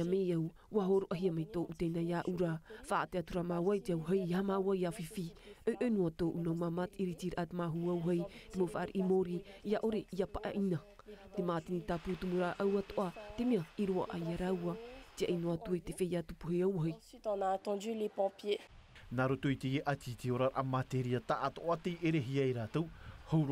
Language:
Tahitian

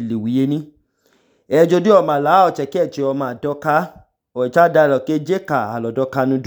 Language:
Idoma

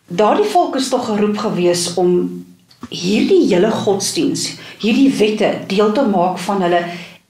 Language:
Afrikaans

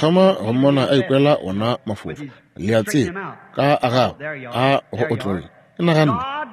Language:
Northern Sotho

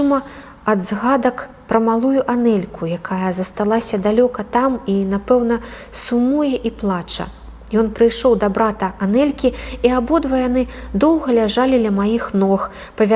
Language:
Belarusian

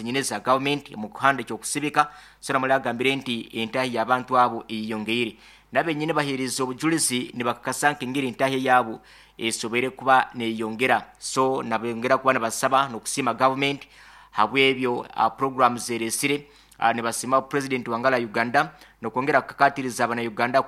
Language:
Nyankole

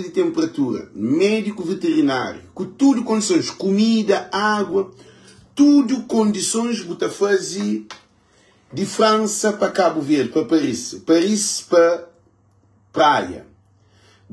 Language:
Kabuverdianu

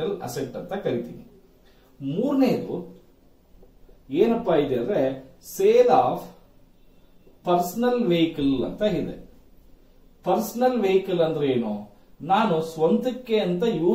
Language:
Kannada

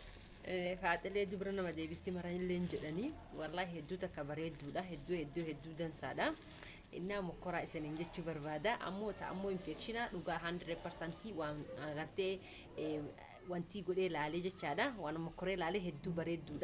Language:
Oromo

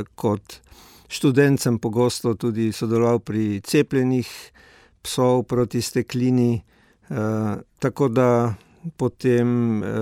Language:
Slovenian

